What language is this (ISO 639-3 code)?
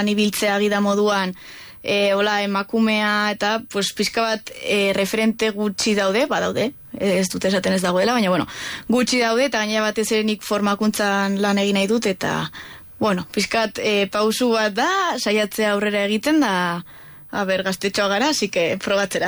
eus